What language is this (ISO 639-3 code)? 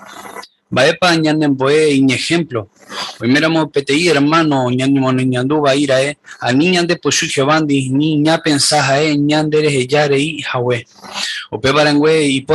grn